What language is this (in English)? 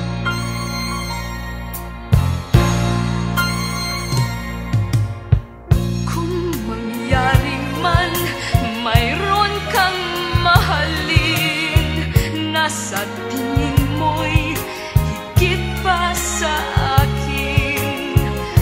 Filipino